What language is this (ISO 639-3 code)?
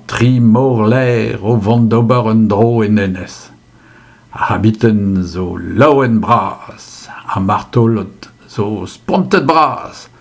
bre